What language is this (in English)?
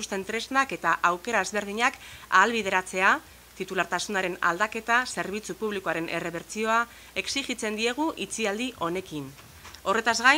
Basque